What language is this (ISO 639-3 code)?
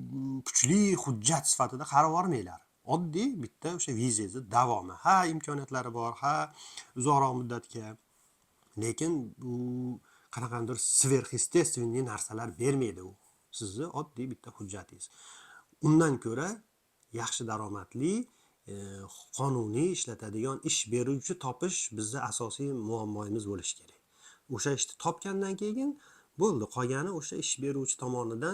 uzb